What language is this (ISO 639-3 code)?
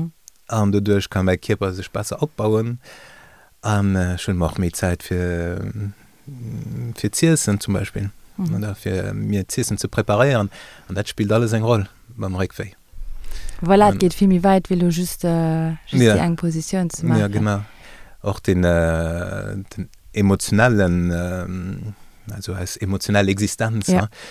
ltz